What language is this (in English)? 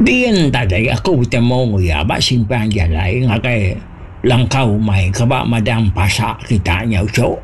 Iban